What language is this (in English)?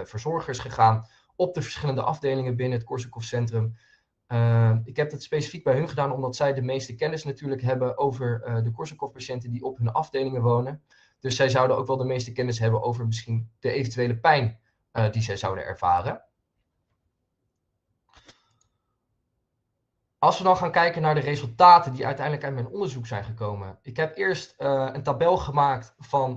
Dutch